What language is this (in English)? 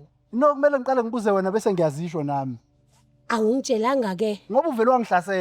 Zulu